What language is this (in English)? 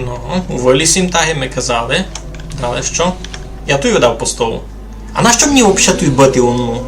Rusyn